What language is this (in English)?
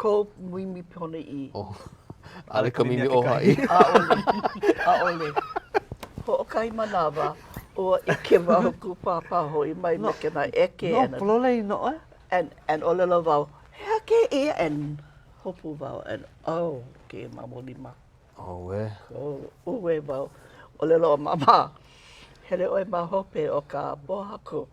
Hawaiian